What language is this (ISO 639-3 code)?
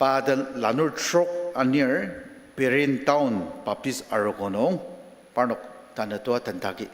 njo